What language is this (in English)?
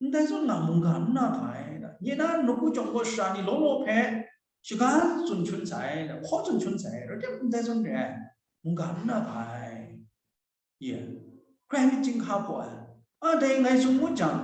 Kachin